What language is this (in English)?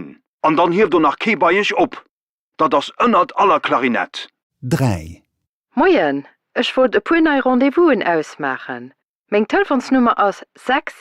Luxembourgish